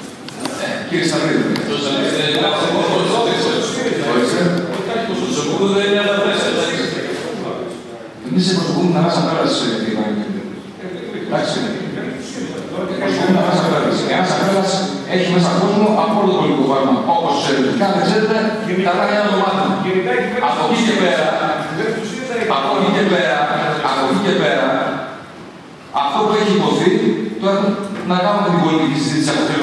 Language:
Greek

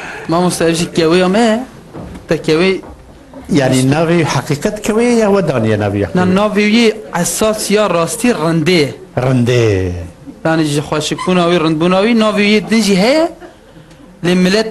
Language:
Kurdish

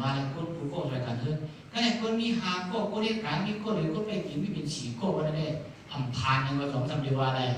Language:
Shan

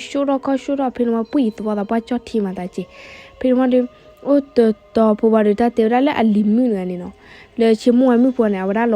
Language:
S'gaw Karen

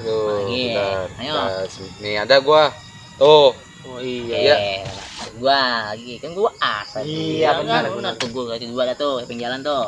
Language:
Betawi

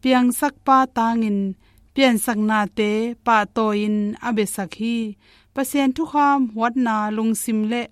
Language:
Tedim Chin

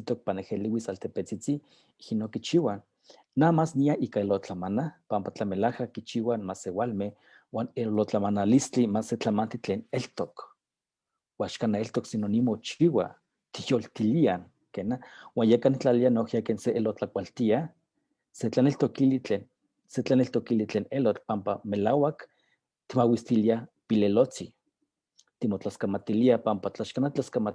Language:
Eastern Huasteca Nahuatl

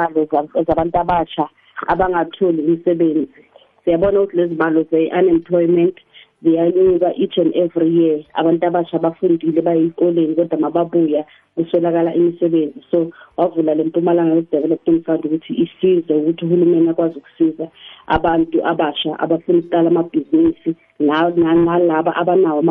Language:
South Ndebele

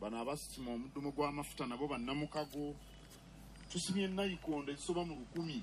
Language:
Ganda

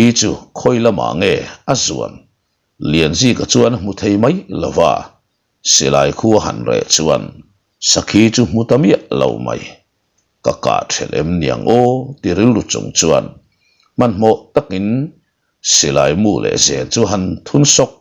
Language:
Mizo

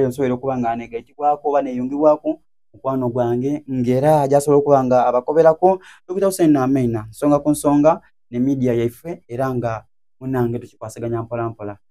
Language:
Soga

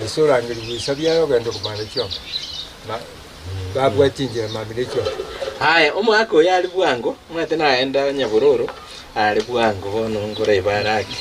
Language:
Gusii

